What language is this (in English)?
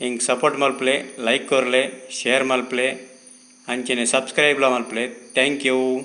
Tulu